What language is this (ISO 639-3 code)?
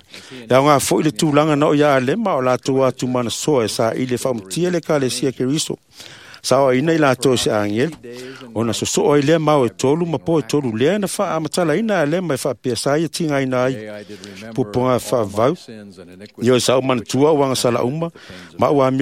smo